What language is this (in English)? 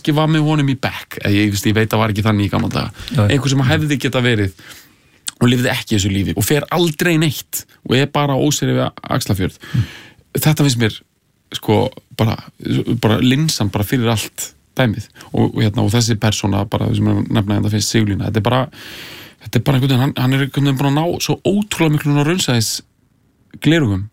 Icelandic